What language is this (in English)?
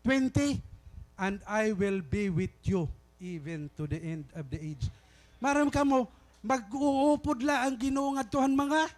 Waray